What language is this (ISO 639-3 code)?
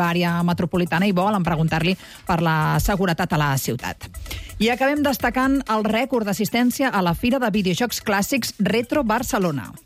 cat